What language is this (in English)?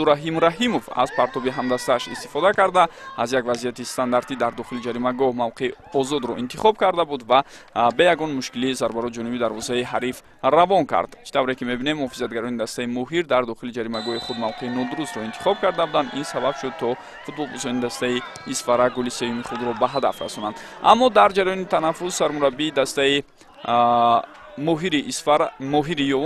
Tajik